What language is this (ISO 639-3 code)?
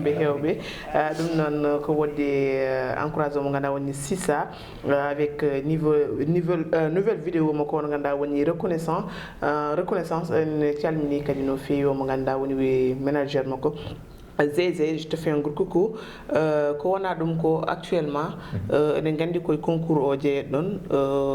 ful